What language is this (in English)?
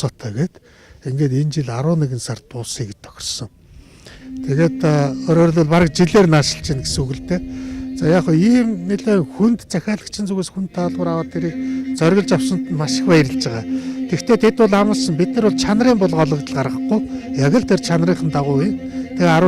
Mongolian